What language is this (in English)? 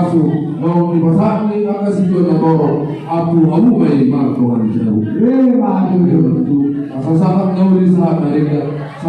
Batak Toba